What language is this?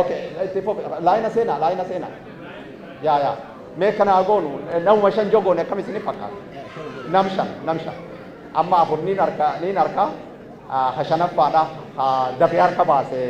Oromo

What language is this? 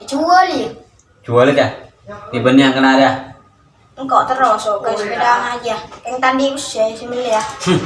Madurese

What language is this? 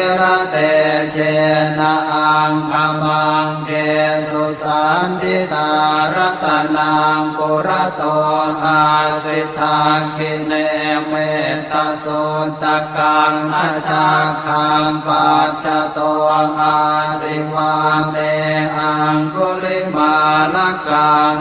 Pali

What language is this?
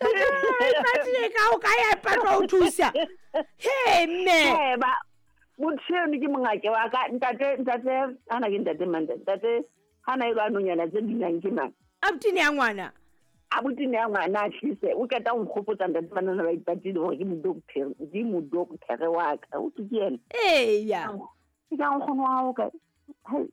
Southern Sotho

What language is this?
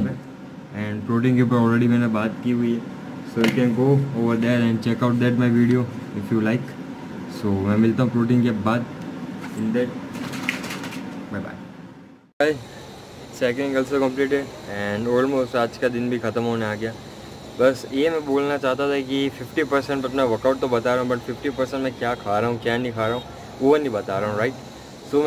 Hindi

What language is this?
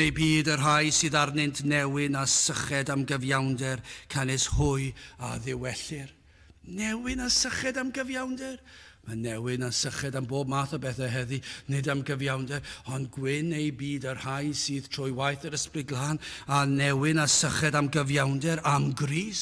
Welsh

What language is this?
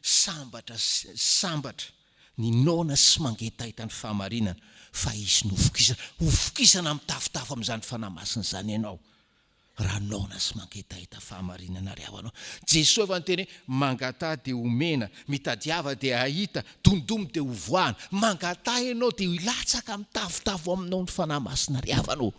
Malagasy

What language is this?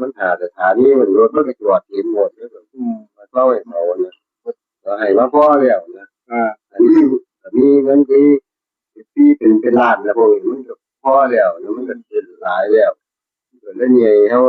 Northeastern Thai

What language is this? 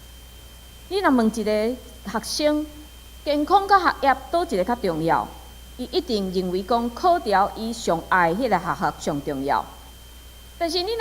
Min Nan Chinese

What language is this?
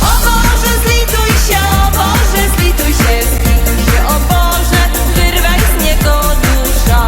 Silesian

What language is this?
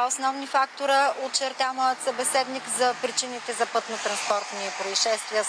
Bulgarian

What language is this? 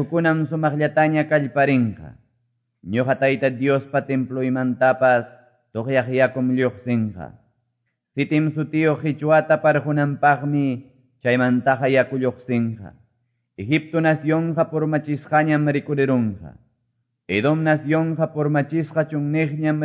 Quechua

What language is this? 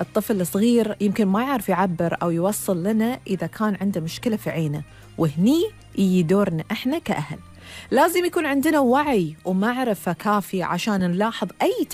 Gulf Arabic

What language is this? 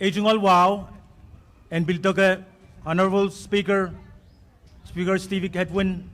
Pohnpeian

